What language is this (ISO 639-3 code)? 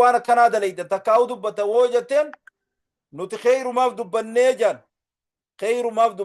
orm